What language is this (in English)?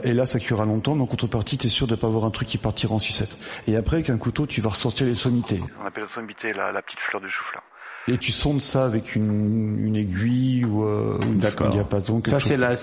French